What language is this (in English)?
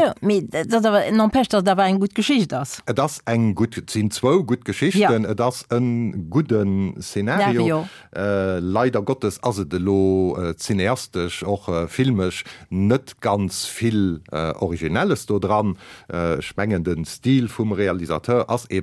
Luxembourgish